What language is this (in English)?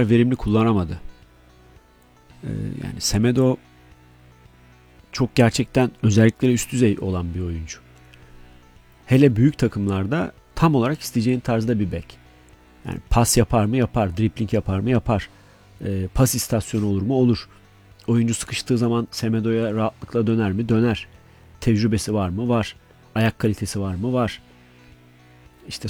Turkish